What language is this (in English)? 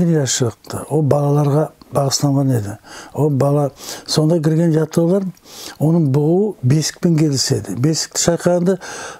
Nogai